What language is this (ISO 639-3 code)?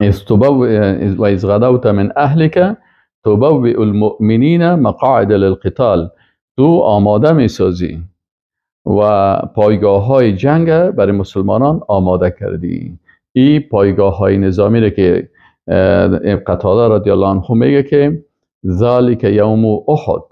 fas